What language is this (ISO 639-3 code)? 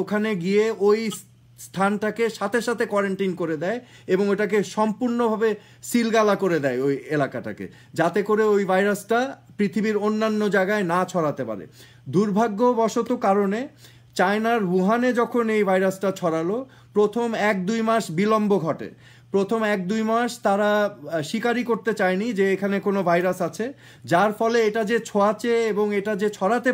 ben